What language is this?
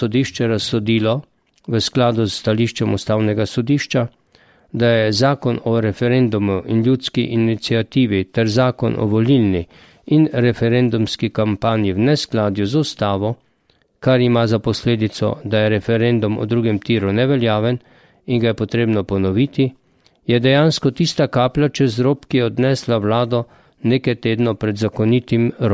Slovenian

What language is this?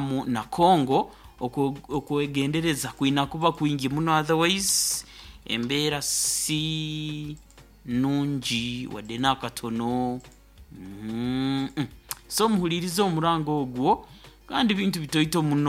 Nyoro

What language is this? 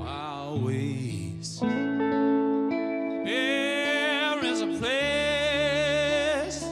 Western Frisian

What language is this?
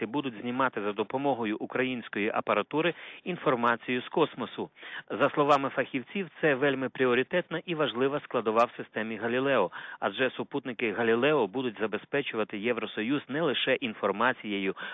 Ukrainian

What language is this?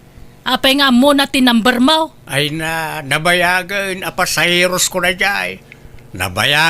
Iloko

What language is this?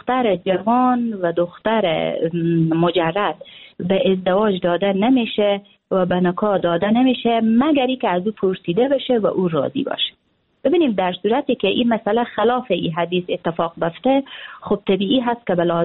Persian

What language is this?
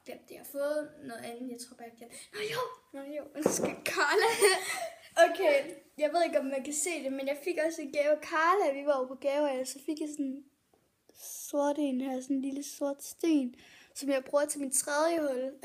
Danish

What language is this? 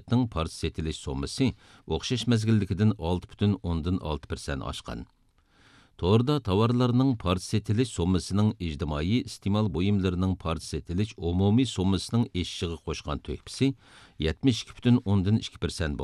Uyghur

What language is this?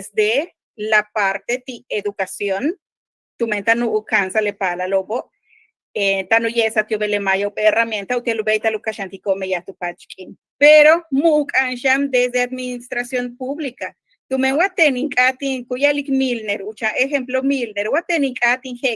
Yucateco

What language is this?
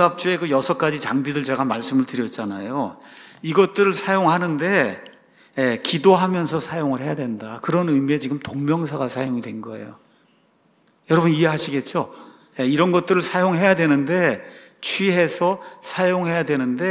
Korean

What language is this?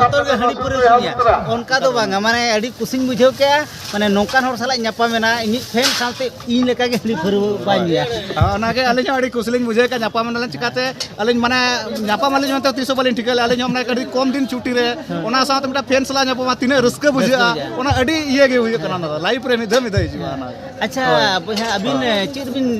Santali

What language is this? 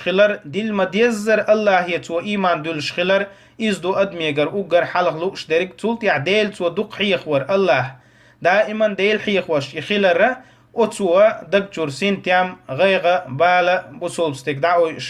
Chechen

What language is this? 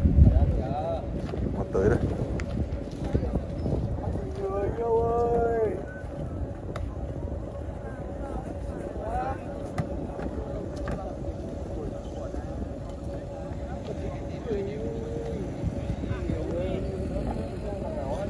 Vietnamese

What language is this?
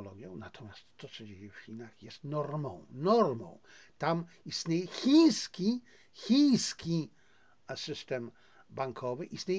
Polish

